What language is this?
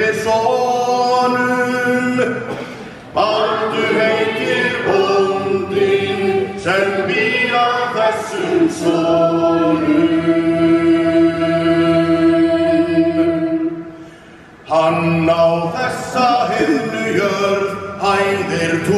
Icelandic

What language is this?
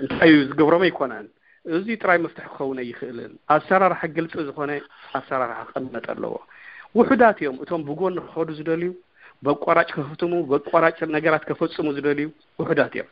Tigrinya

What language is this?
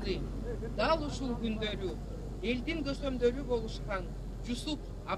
Kyrgyz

